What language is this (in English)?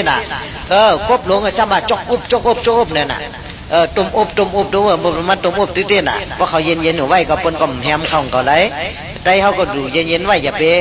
Shan